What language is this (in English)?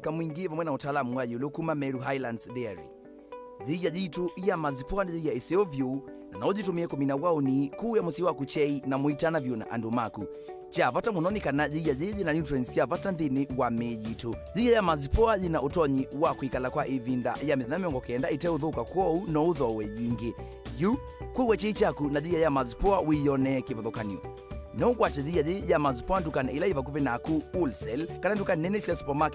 Kamba